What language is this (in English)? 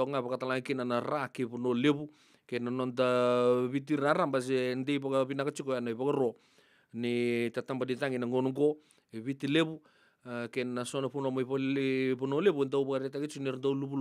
Fijian